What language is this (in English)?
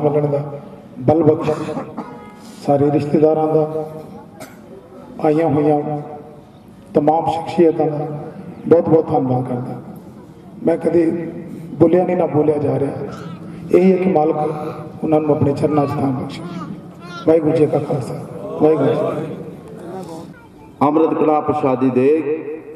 Punjabi